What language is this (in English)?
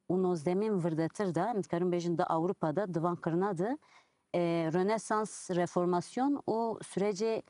Kurdish